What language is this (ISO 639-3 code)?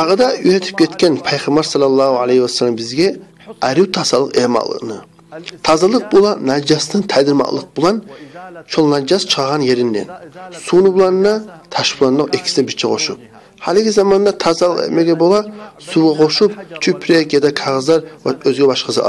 kum